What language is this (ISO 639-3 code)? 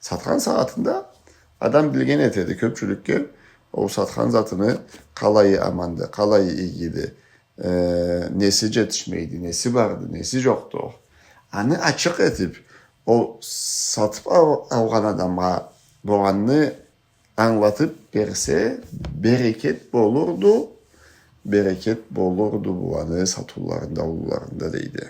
krc